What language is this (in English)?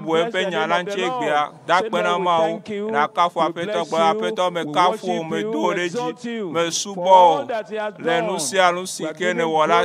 Ewe